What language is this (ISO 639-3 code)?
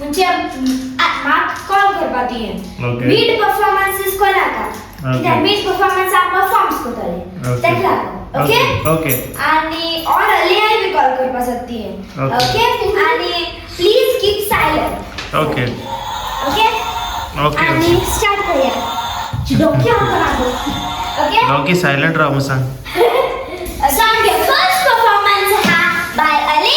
kok